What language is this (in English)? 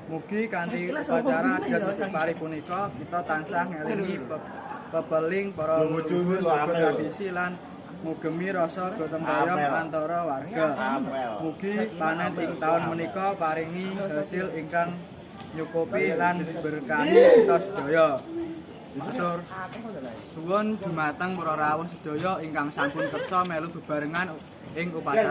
Javanese